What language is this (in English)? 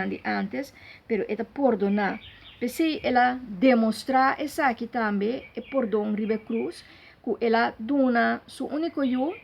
Papiamento